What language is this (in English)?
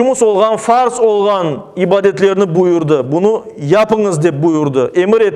Crimean Tatar